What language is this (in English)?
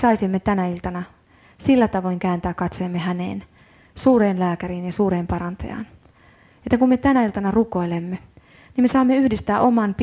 Finnish